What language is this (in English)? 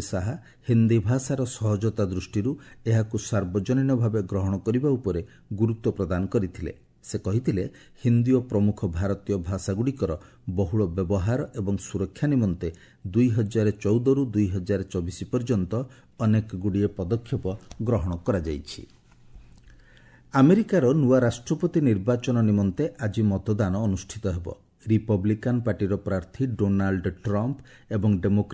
Odia